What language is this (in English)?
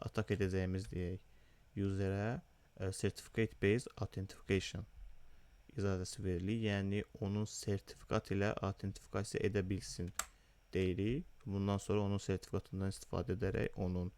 Azerbaijani